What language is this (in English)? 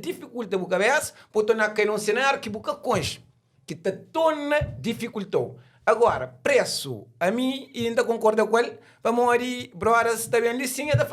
Kabuverdianu